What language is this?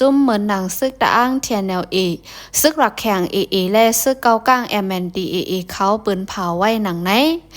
Shan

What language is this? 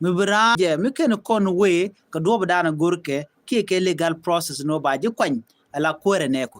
Nuer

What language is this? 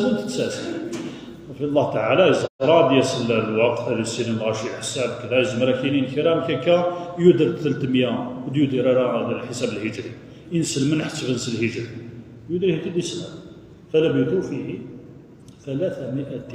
Kabyle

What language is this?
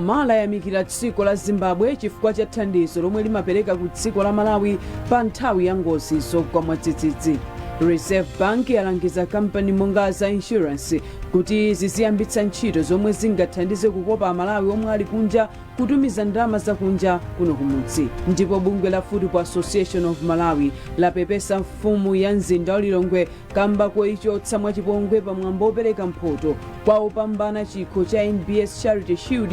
Nyanja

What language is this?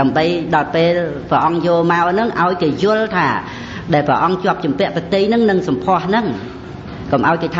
Khmer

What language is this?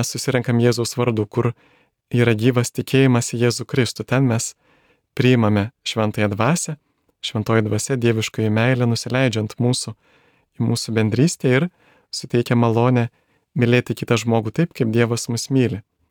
Lithuanian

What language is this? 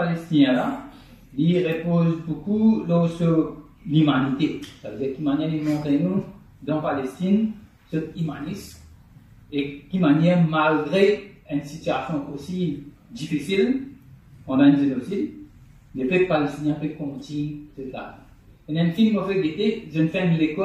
Morisyen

